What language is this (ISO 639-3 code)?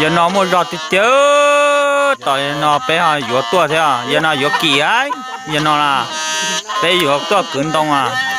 hmn